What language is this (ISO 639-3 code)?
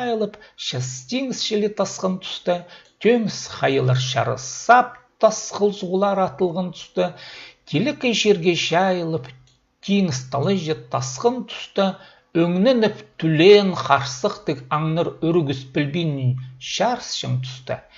kjh